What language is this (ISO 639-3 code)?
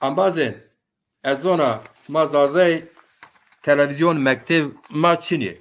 zza